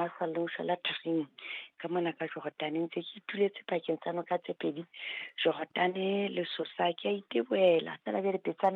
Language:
Southern Sotho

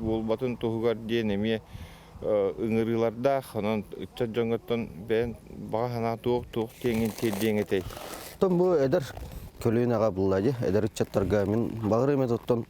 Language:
Yakut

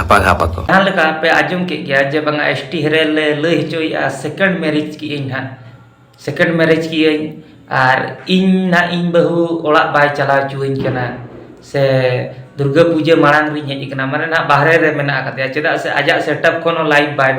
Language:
Santali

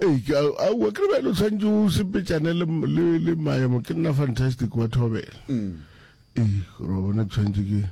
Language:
Northern Sotho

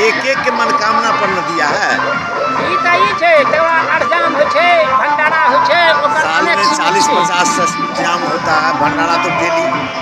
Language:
Maithili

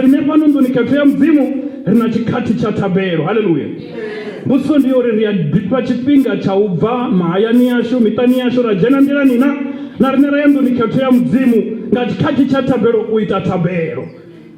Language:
Venda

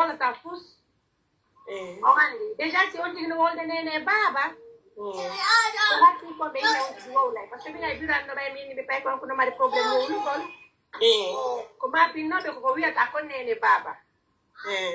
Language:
Pular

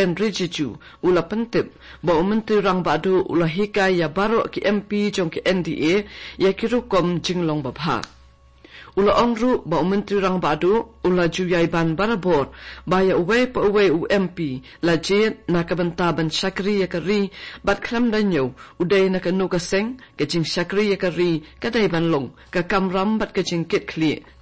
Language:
Khasi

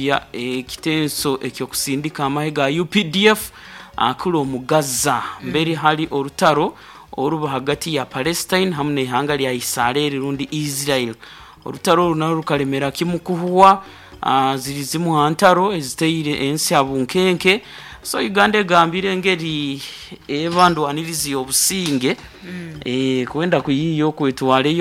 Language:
Nyoro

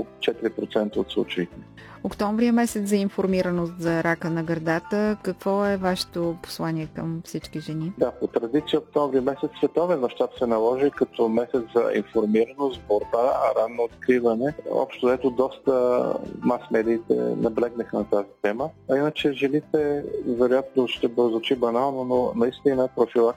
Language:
Bulgarian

